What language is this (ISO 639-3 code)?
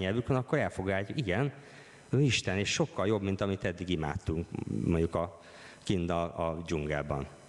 hun